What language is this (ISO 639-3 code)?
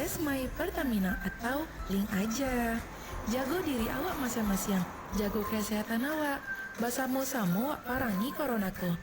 min